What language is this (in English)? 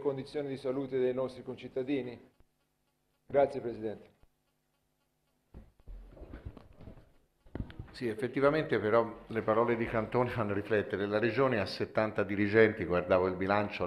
Italian